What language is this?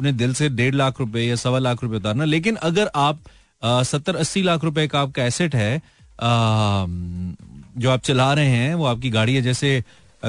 Hindi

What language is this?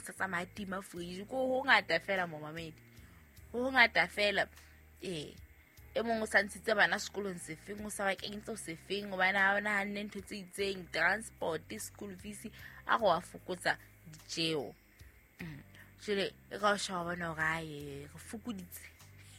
Southern Sotho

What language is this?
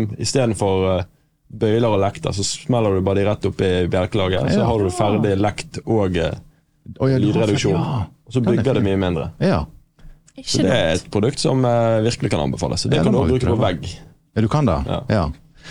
Norwegian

